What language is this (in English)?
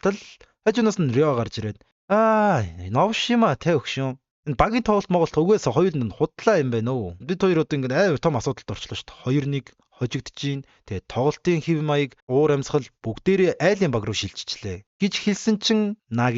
Mongolian